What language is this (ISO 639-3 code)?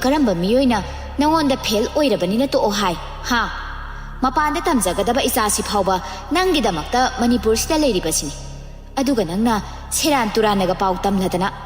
mni